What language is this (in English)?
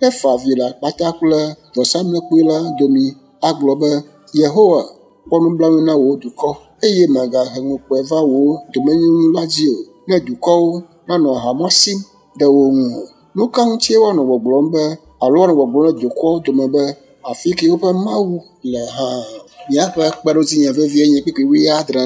Ewe